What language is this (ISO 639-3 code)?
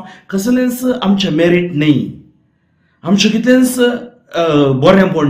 kok